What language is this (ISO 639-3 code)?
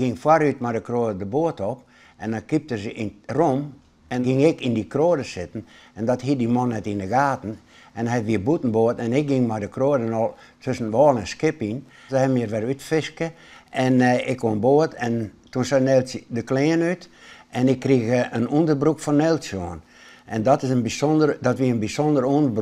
fry